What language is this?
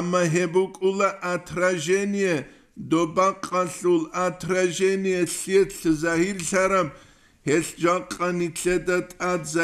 Avaric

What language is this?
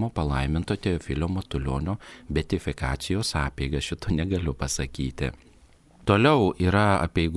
Lithuanian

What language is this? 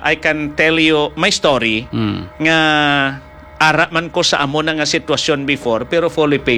Hiligaynon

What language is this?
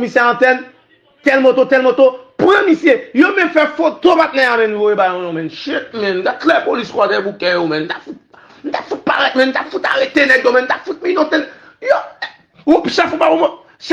Haitian Creole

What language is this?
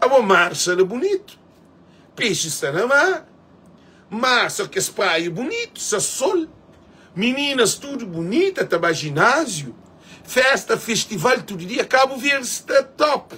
Kabuverdianu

